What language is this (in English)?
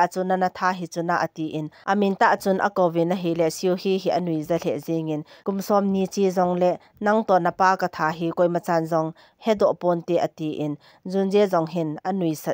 Thado Chin